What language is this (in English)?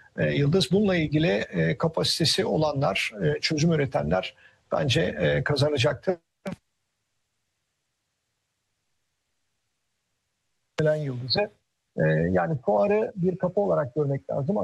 Turkish